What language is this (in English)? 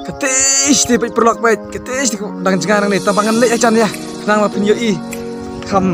Khasi